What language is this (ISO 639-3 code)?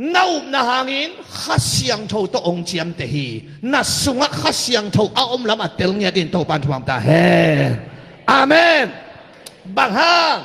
ctd